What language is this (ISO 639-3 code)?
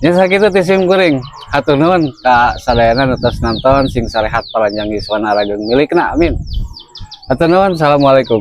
sun